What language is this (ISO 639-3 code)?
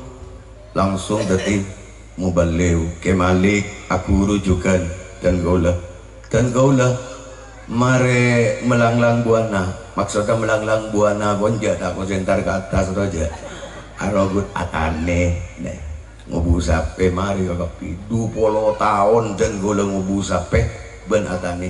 mad